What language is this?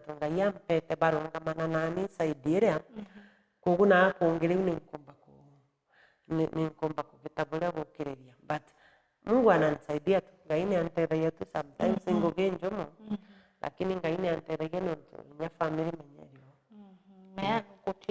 Meru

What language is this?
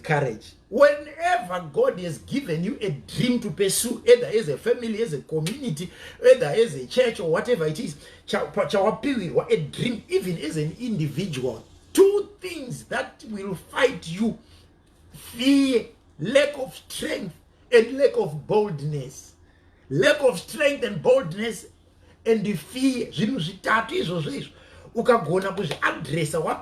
Shona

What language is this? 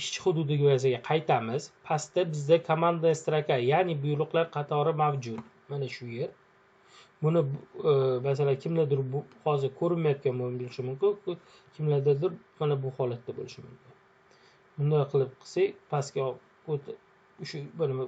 Uzbek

